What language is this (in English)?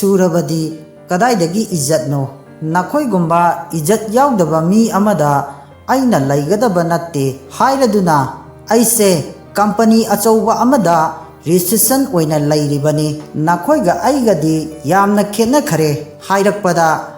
Manipuri